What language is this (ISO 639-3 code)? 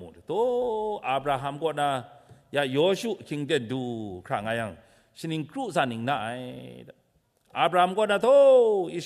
kac